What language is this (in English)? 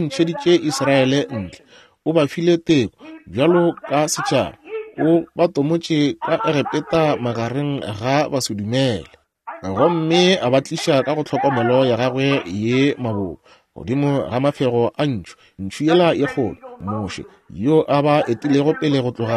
Northern Sotho